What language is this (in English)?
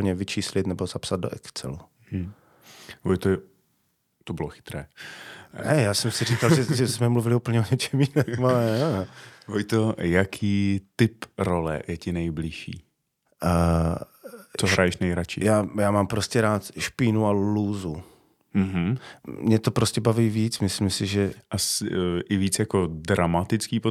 Czech